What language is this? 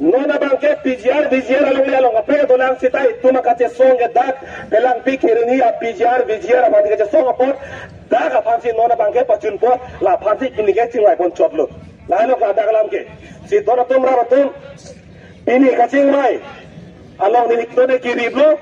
Karbi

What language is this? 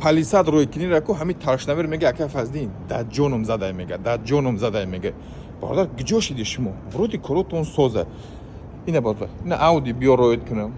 Tajik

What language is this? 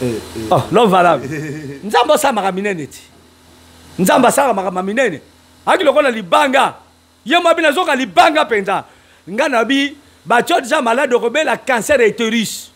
Lingala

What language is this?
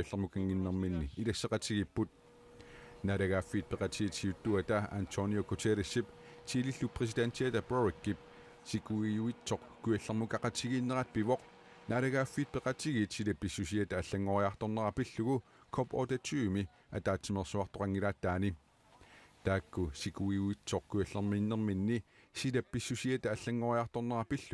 Kalaallisut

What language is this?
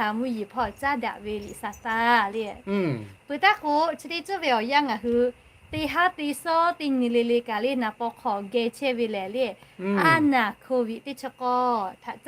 Lahu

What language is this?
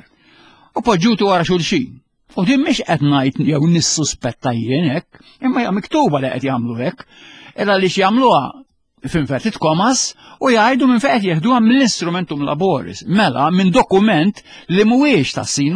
Maltese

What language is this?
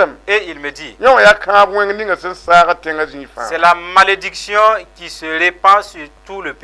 Mossi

